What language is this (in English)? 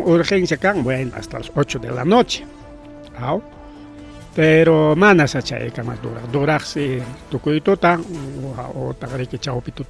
Ayacucho Quechua